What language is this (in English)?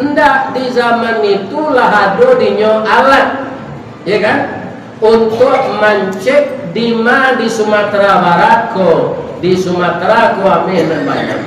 Minangkabau